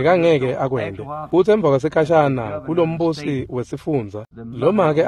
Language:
Swati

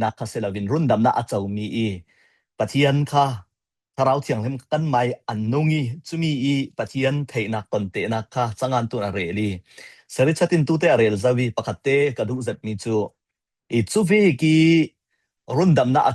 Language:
Falam Chin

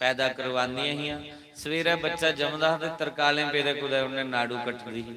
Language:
Dogri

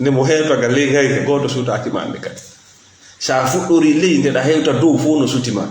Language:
Fula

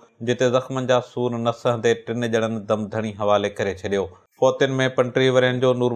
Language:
Sindhi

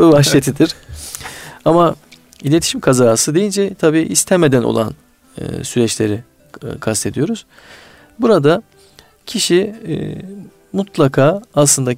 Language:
Turkish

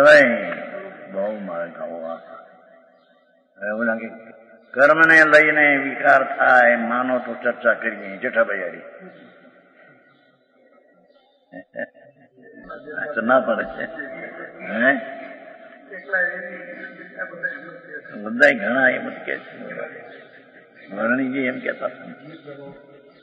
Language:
Gujarati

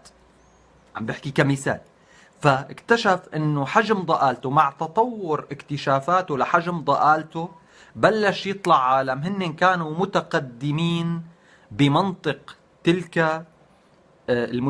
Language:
North Levantine Arabic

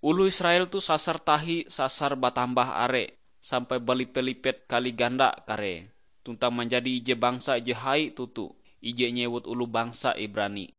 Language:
Ngaju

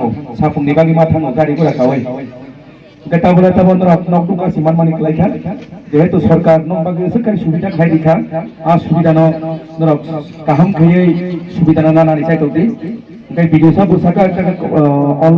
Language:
Kok Borok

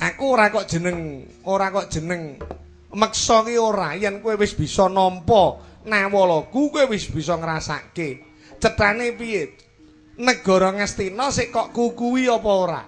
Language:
Javanese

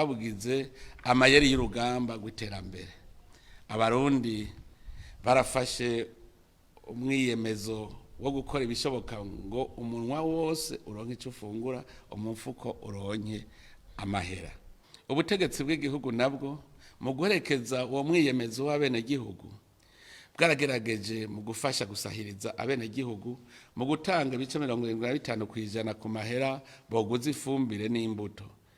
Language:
Rundi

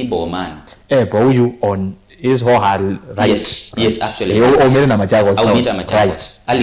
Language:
Kamba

